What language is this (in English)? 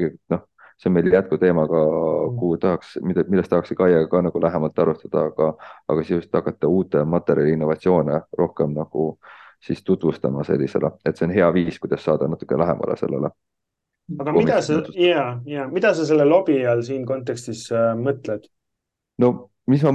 Estonian